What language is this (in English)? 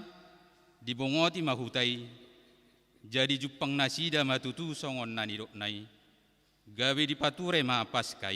Batak Toba